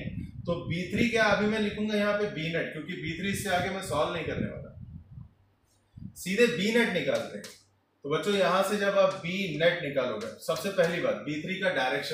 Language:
Hindi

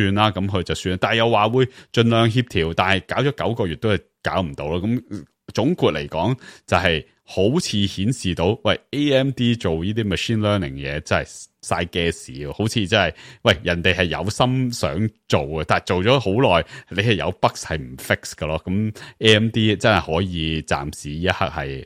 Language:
Cantonese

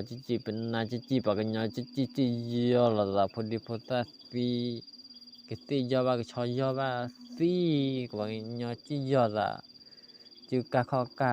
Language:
S'gaw Karen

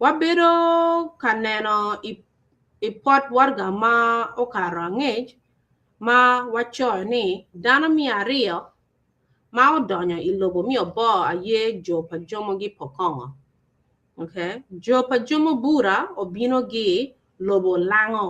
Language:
Acoli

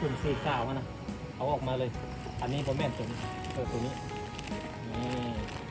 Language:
Lao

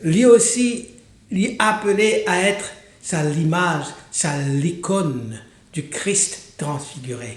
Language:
Morisyen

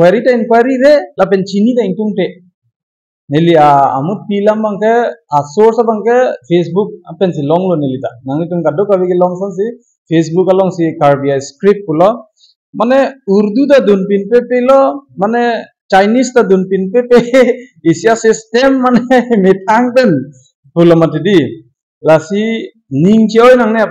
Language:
Karbi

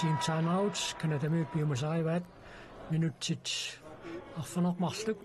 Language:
Kalaallisut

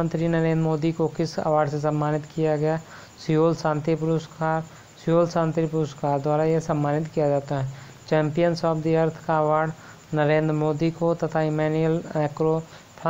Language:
Hindi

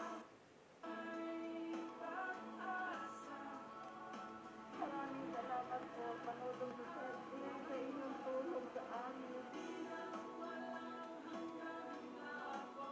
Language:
Filipino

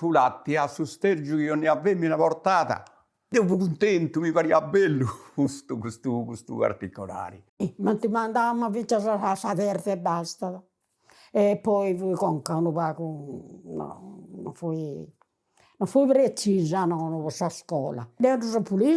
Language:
Sardinian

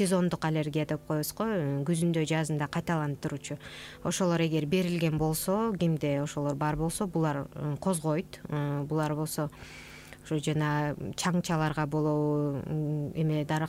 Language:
Kyrgyz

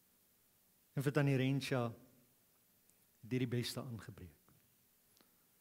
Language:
Afrikaans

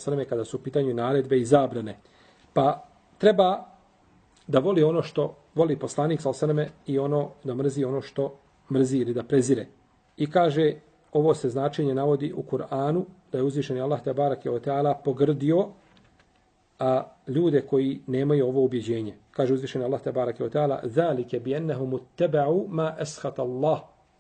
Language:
Bosnian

